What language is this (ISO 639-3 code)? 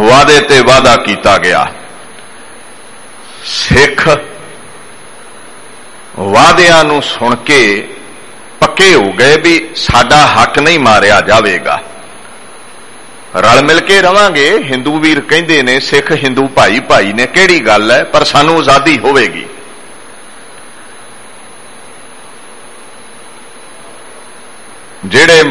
pan